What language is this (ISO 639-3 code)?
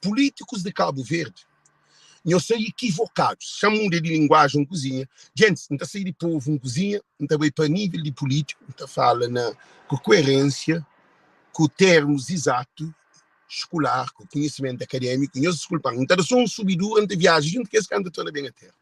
kea